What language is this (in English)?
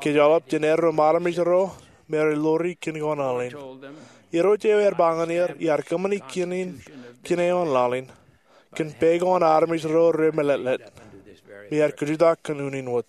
Marshallese